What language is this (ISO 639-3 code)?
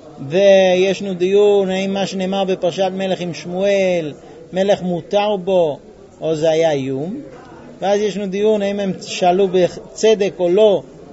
heb